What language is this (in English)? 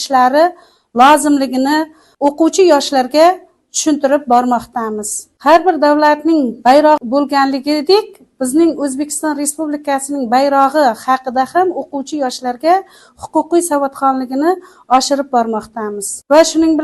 Uzbek